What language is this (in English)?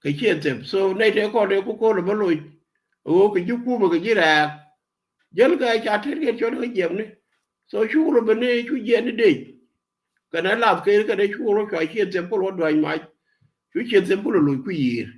Nuer